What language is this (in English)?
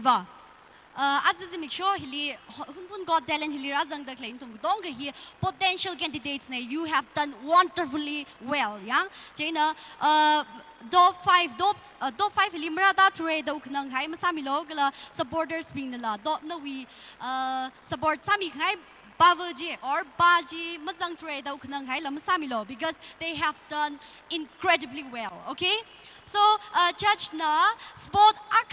Tangkhul Naga (India)